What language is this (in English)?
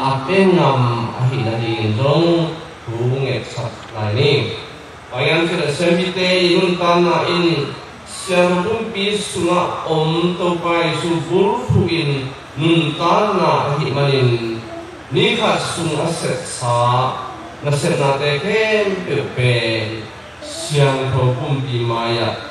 Tedim Chin